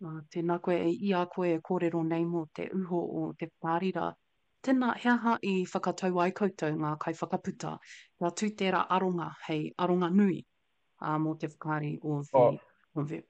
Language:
Māori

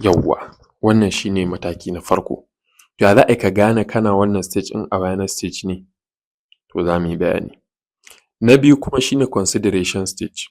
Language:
Hausa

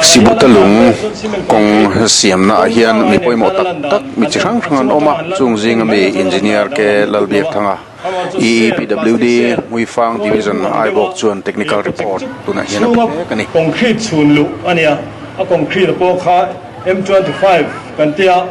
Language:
Mizo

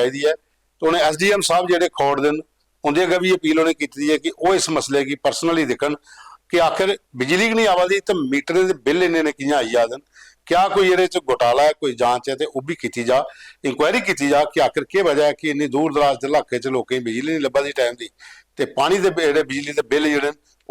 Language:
Dogri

